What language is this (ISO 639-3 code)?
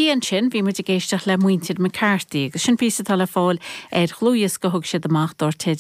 gle